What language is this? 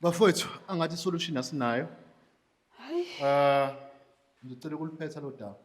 Zulu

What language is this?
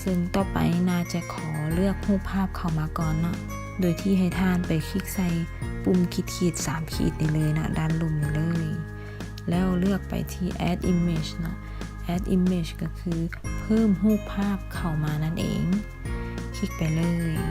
Lao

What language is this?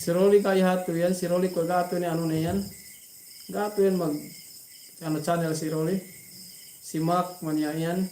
Yakan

